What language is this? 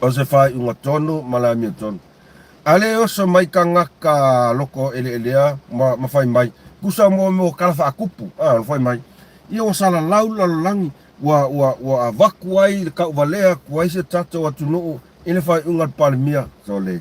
Samoan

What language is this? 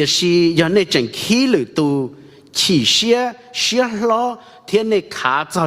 Hmong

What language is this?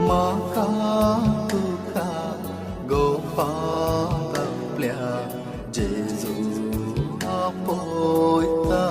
Konkani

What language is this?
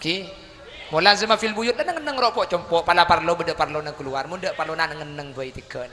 Madurese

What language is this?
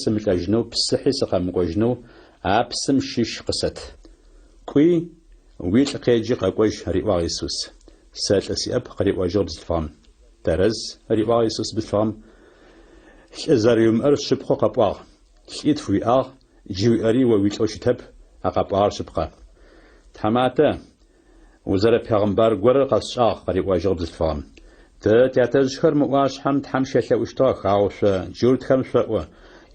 Adyghe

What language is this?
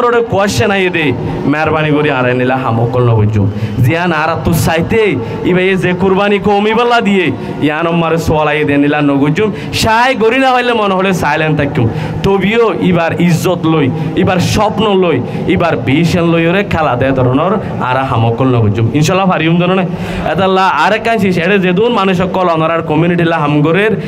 Rohingya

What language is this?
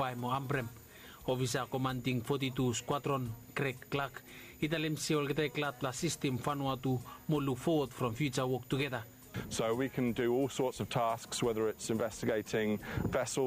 Bislama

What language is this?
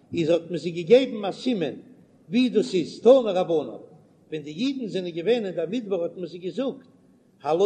Yiddish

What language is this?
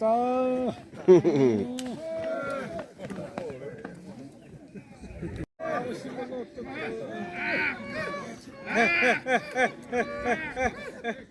Xavánte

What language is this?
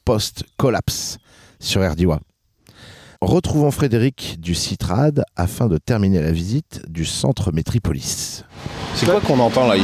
French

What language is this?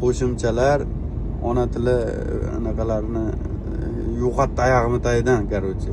Uzbek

